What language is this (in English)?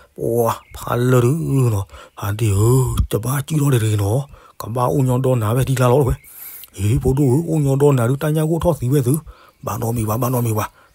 S'gaw Karen